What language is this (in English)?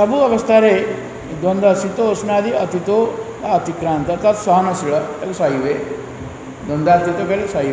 Odia